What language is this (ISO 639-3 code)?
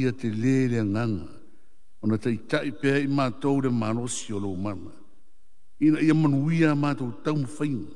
smo